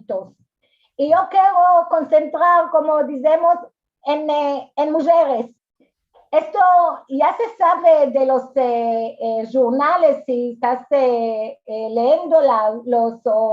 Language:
Ladino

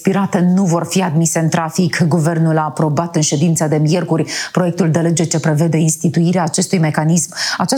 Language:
Romanian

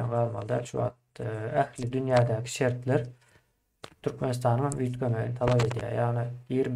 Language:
Turkmen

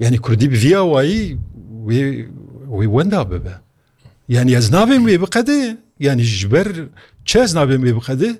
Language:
Kurdish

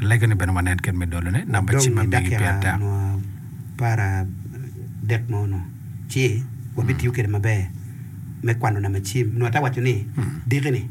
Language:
Acoli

